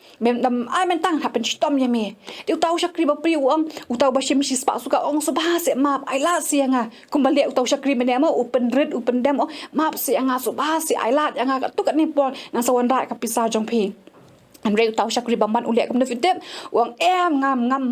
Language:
Khasi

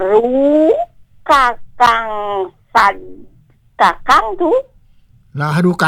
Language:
Balinese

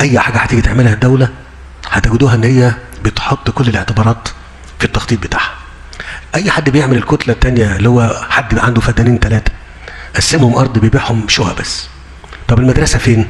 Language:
Egyptian Arabic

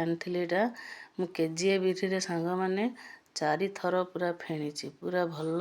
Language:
Odia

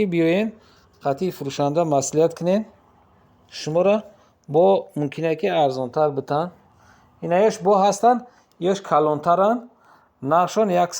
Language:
Tajik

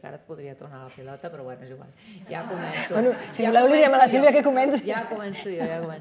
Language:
Catalan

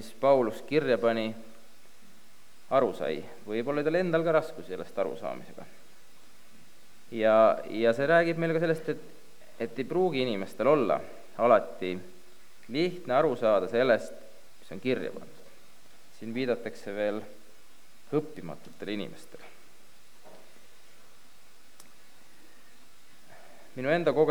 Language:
Estonian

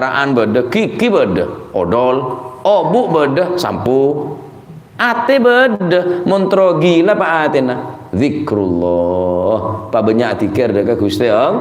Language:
Madurese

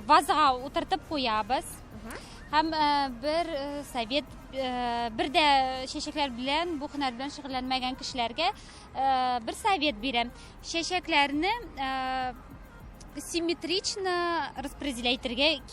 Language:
Tatar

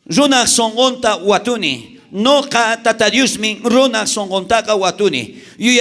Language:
South Bolivian Quechua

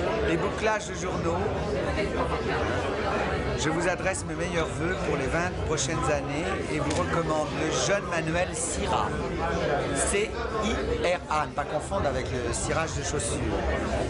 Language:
French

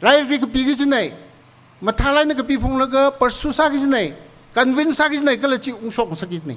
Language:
Tangkhul Naga (India)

